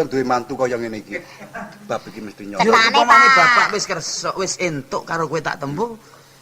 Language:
Javanese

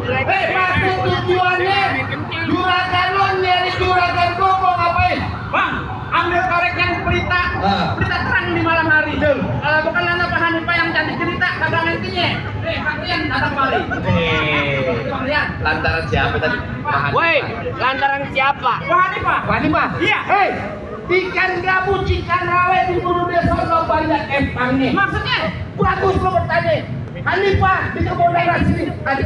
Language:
Betawi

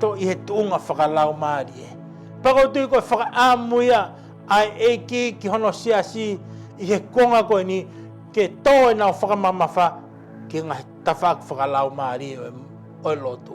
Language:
Tongan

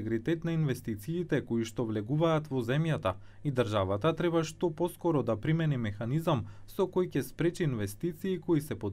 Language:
Macedonian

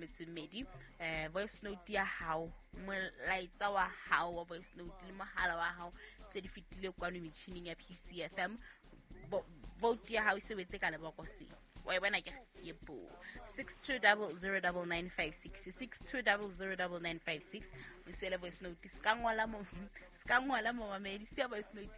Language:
Southern Sotho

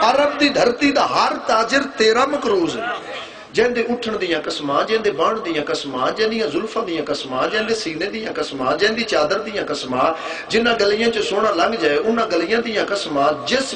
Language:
Saraiki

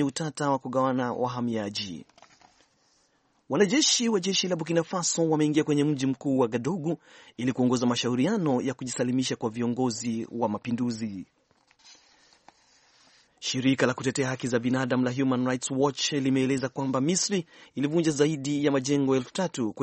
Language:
Swahili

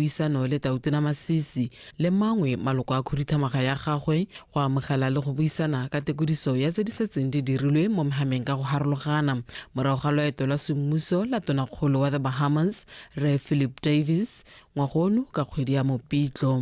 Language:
Tswana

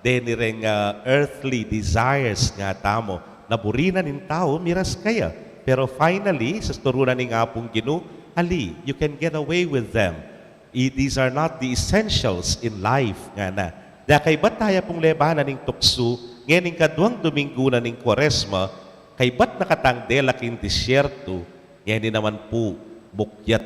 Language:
Pampanga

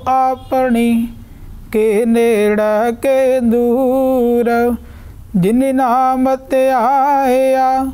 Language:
Punjabi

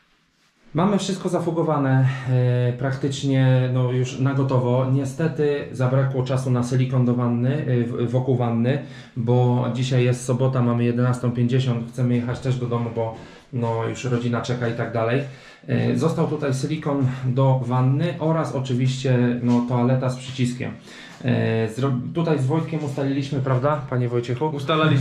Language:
Polish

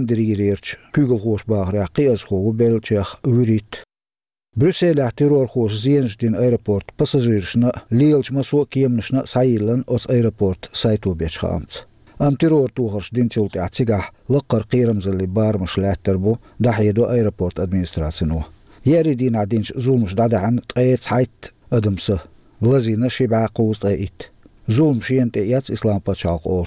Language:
Chechen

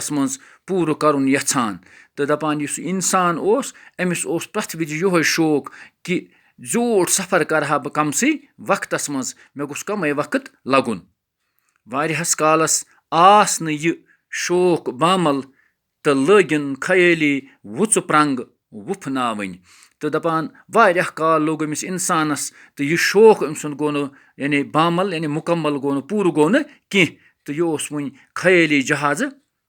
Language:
Kashmiri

